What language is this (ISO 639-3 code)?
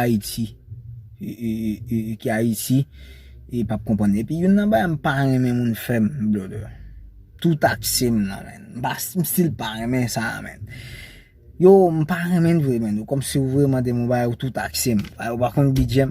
hat